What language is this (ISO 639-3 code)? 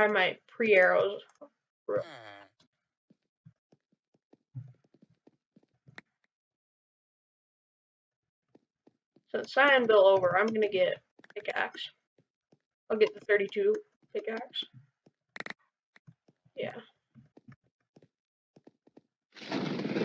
eng